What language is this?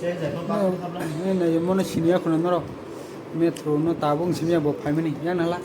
Kok Borok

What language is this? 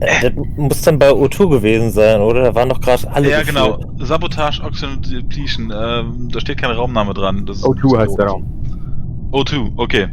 Swiss German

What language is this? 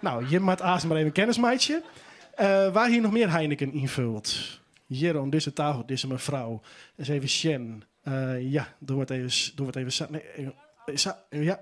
Western Frisian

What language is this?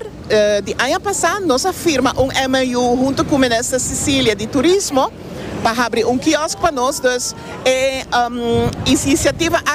Papiamento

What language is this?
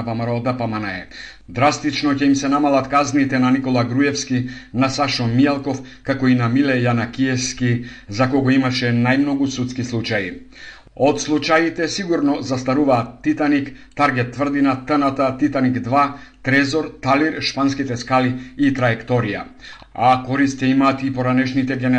Macedonian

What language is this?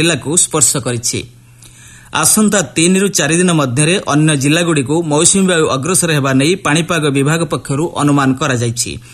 Odia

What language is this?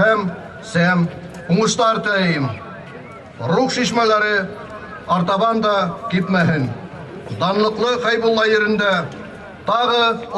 Bashkir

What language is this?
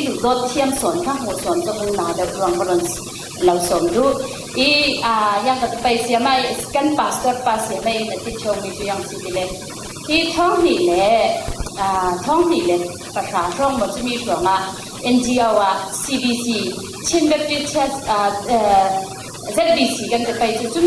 Falam Chin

